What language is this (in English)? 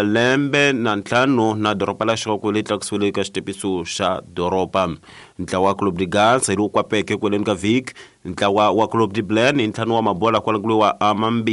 Tsonga